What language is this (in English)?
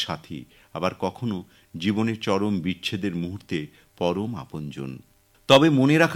Bangla